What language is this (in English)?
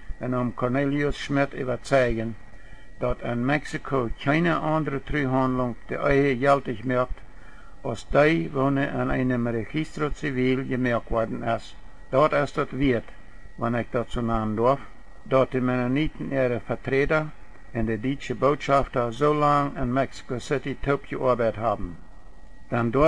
Plautdietsch